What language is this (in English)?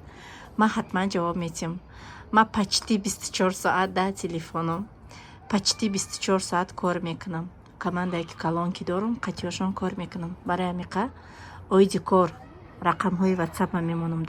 Tajik